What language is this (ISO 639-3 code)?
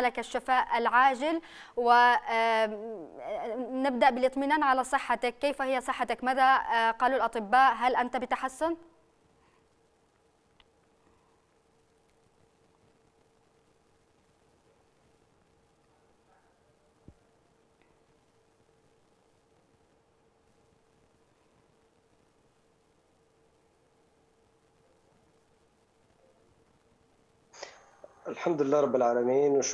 ara